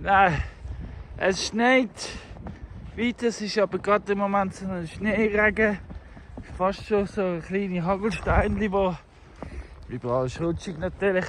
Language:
Swiss German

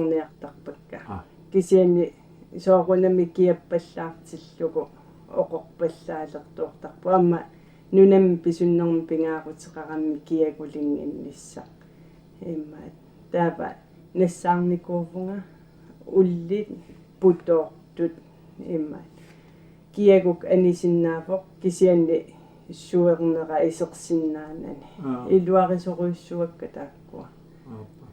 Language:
Kalaallisut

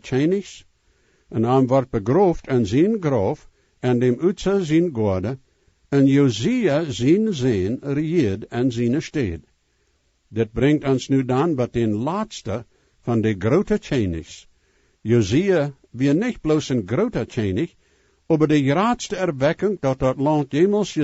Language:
Plautdietsch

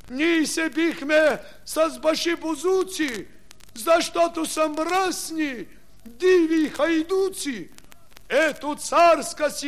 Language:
Bulgarian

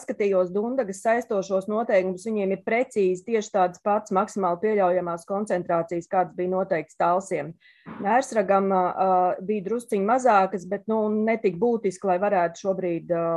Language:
Latvian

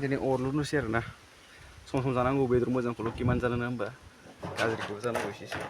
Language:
Bodo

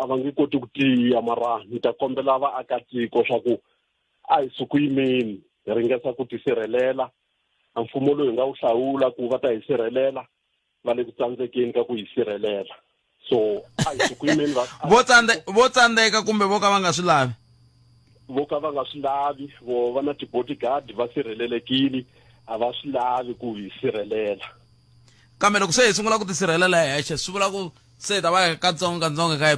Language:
Tsonga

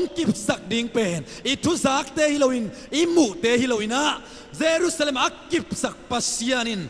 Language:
Tedim Chin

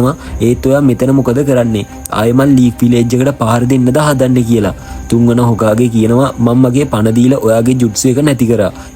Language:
Sinhala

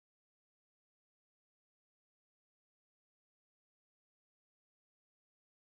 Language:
Hindi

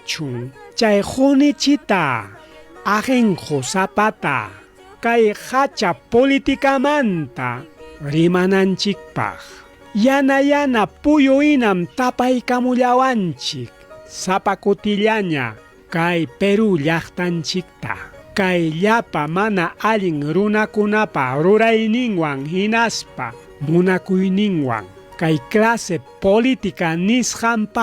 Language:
Ayacucho Quechua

